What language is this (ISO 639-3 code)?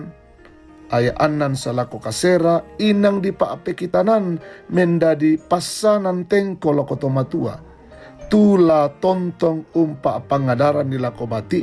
sda